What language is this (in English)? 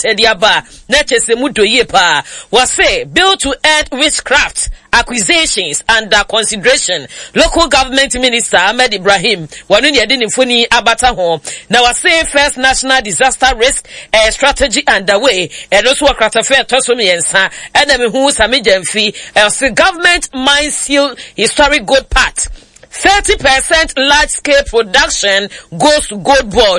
Akan